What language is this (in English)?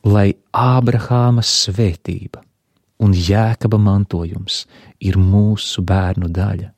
Latvian